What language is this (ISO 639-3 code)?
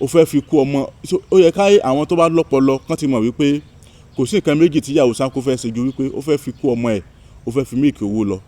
yor